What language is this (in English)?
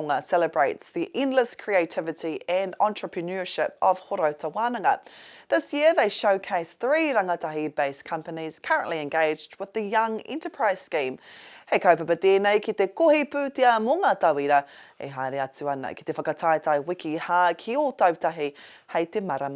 Māori